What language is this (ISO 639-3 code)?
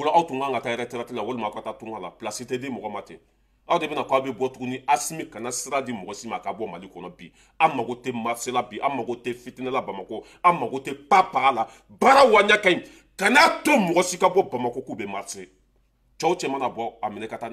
bam